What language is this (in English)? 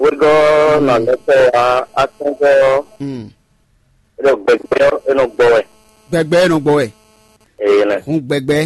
Fon